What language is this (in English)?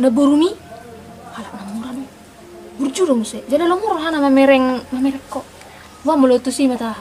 Batak Toba